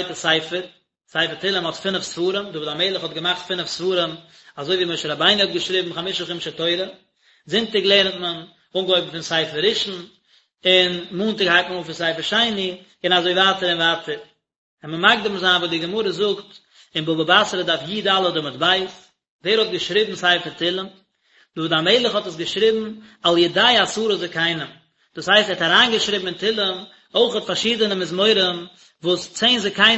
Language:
Yiddish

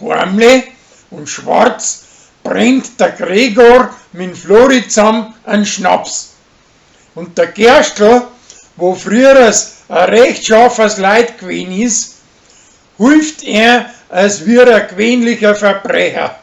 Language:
Bavarian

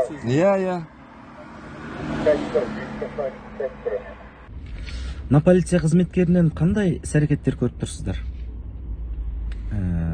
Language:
Kazakh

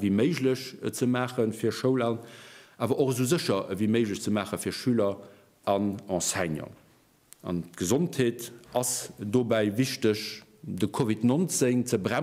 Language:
Luxembourgish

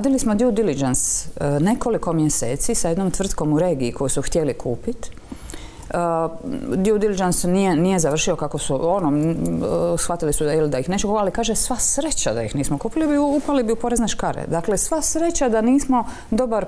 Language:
Croatian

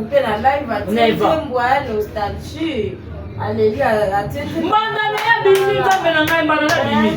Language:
Lingala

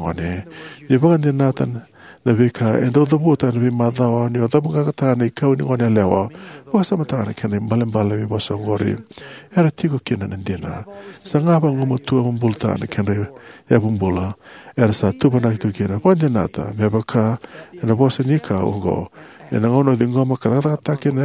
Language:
Fijian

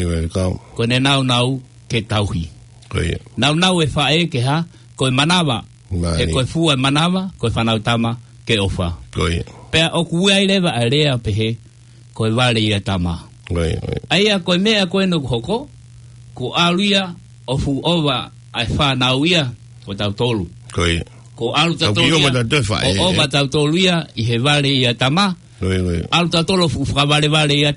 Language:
Tongan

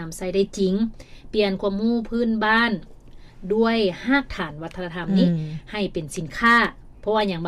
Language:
Lao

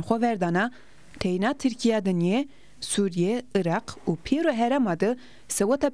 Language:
Zaza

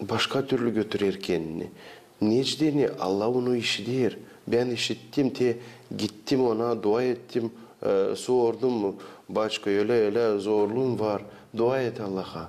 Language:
Gagauz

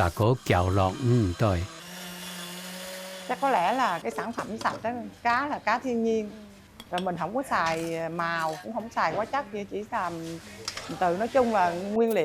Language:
Hakka Chinese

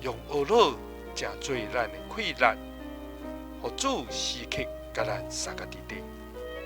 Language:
Min Nan Chinese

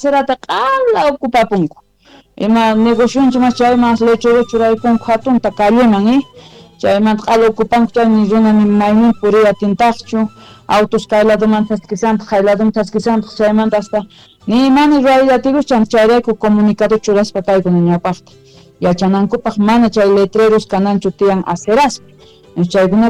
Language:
Quechua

